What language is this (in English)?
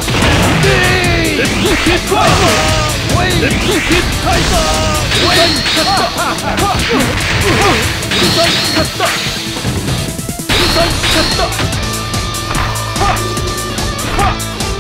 Japanese